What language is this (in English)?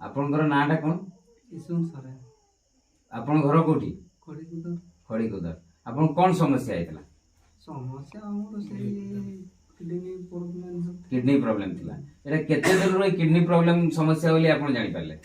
Odia